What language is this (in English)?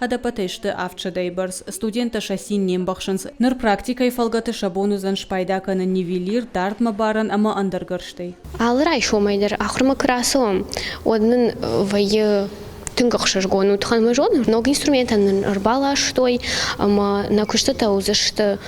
Ossetic